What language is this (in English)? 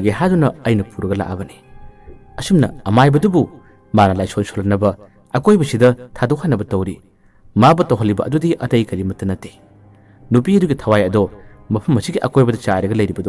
Manipuri